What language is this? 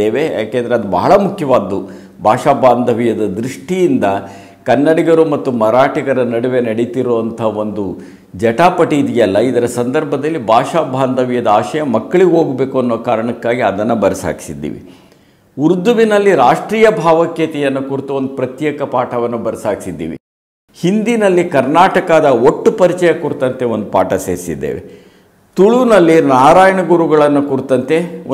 Kannada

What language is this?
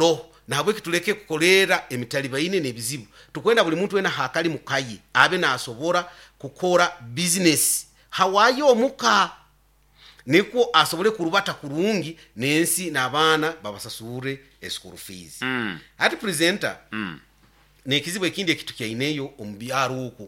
Nyoro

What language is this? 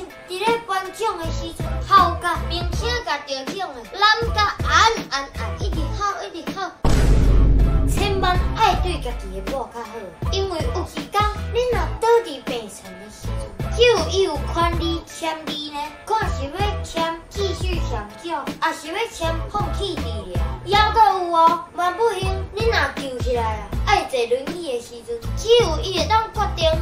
Min Nan Chinese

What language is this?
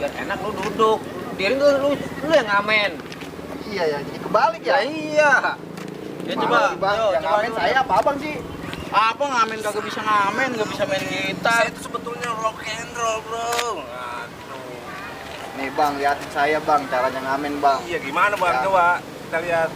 Betawi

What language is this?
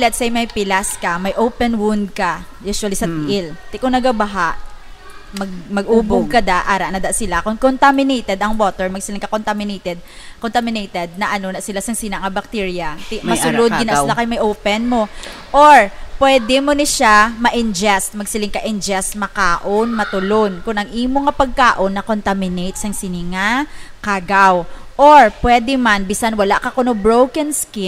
Hiligaynon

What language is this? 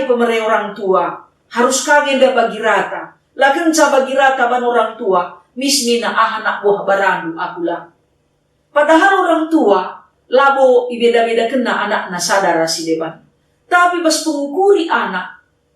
Batak Karo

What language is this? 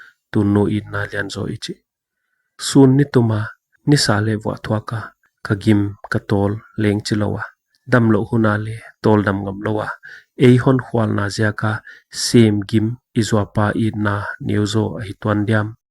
Paite Chin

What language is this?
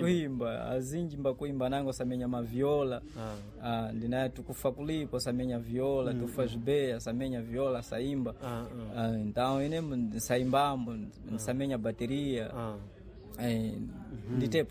Sena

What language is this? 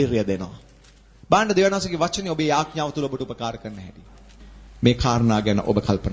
Sinhala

